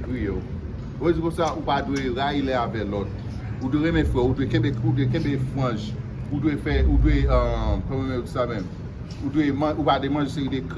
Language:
Haitian Creole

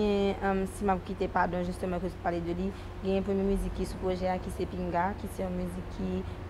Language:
Haitian Creole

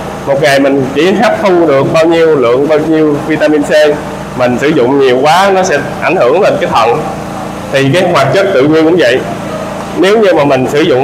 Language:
Vietnamese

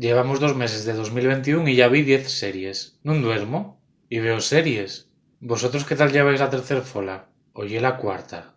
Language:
Asturian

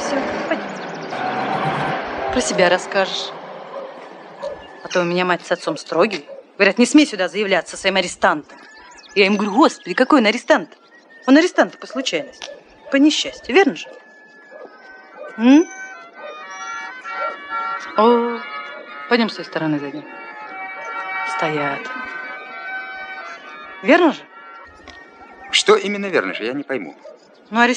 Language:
Russian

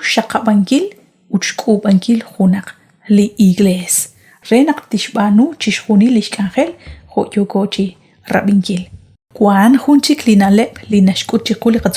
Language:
Kekchí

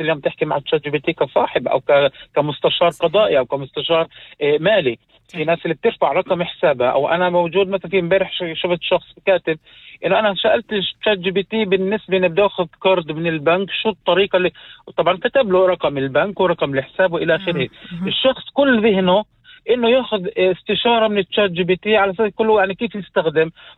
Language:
North Levantine Arabic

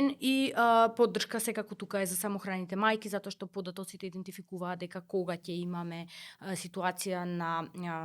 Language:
Macedonian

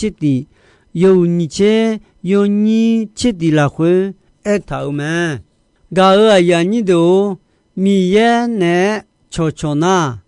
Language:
Akha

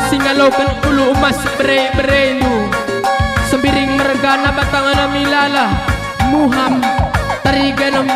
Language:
Batak Karo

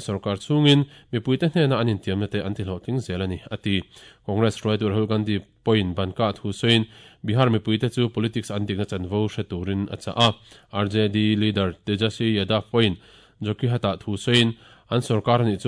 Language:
Mizo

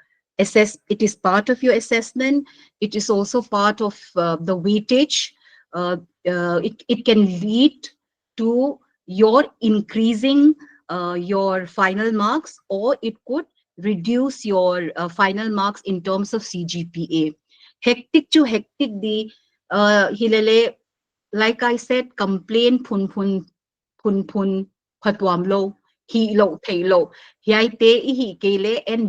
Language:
Paite Chin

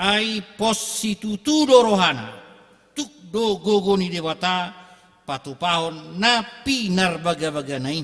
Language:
Batak Toba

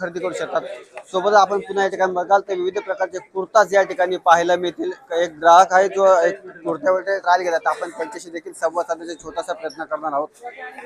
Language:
Marathi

